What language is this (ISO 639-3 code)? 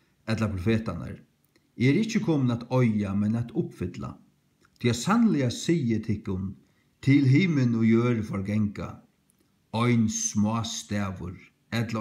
fao